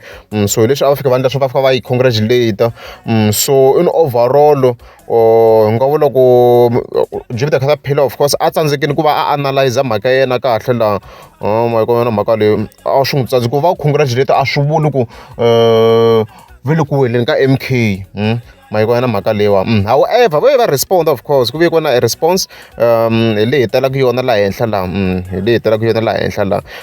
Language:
Tsonga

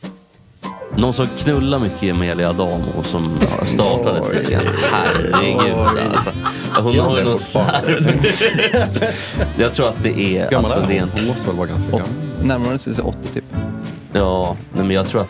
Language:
Swedish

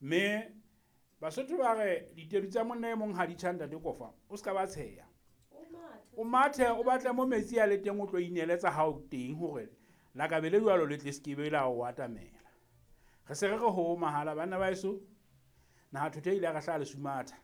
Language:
Southern Sotho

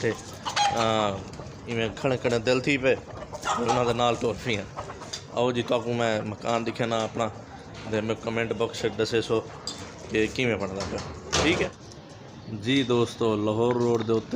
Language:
Saraiki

